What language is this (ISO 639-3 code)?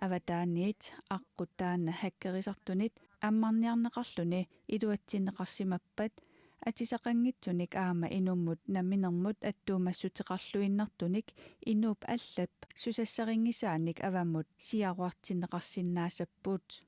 kal